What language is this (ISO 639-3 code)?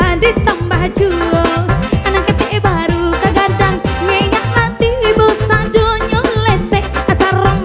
min